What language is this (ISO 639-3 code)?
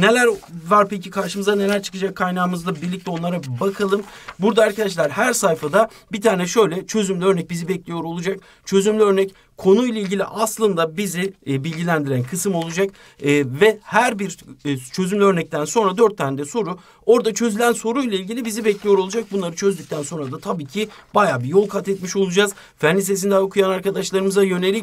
tur